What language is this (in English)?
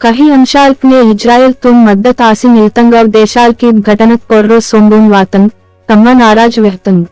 Gondi